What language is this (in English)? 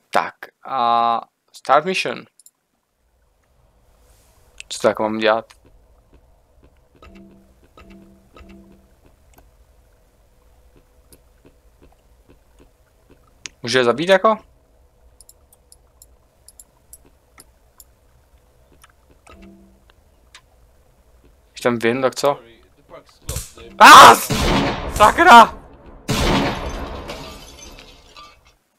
Czech